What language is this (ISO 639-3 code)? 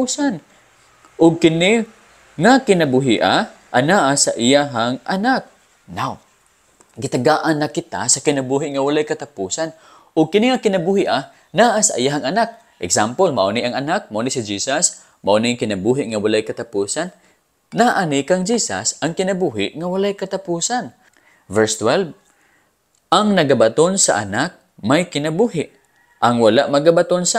ceb